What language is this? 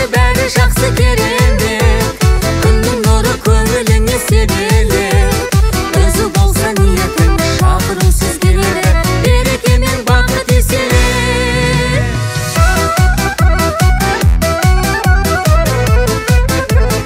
Kazakh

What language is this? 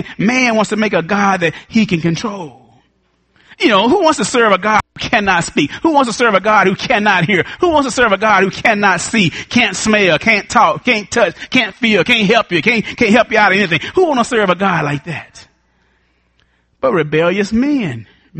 English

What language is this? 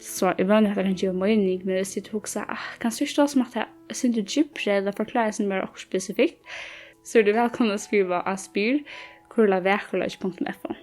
Faroese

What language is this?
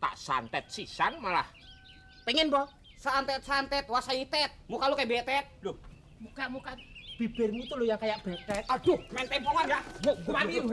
Betawi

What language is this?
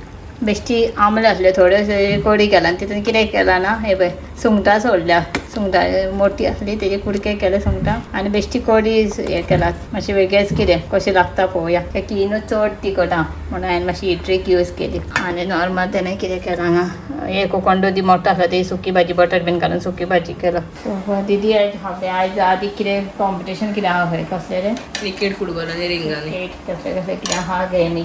Konkani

